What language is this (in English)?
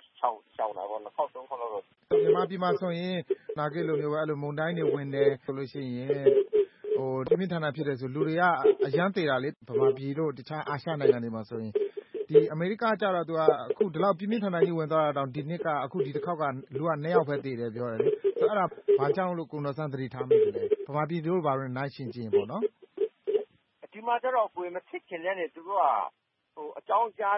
Burmese